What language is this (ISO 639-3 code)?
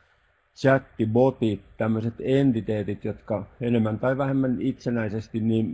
fin